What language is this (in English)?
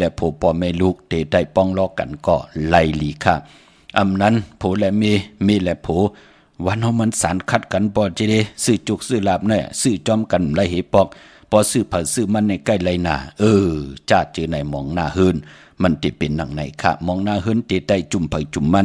Shan